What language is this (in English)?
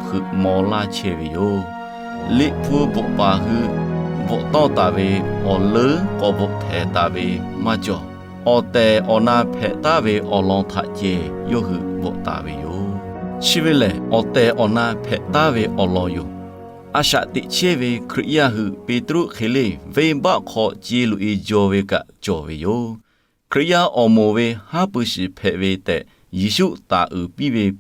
Lahu